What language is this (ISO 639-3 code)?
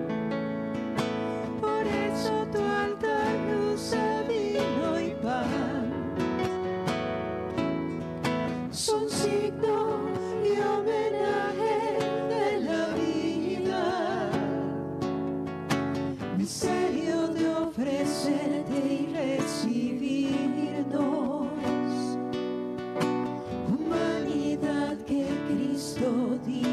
spa